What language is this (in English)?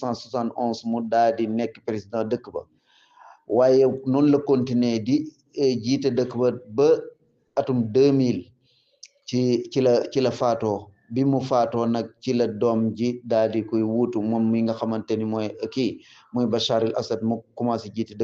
Wolof